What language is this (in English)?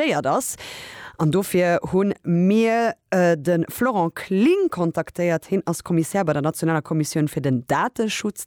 Luxembourgish